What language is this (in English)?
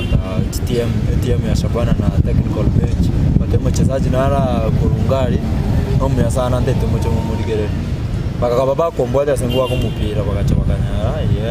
Gusii